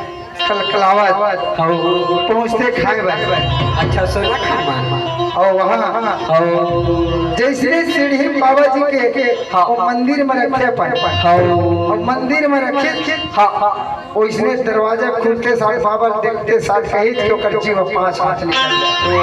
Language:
Chhattisgarhi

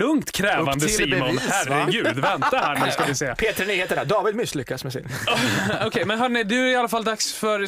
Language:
Swedish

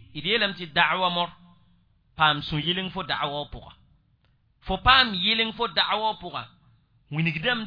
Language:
Mossi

